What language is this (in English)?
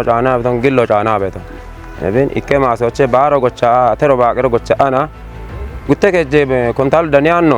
Kafa